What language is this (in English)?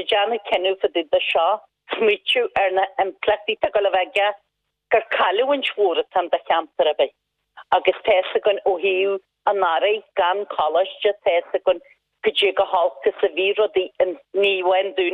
Irish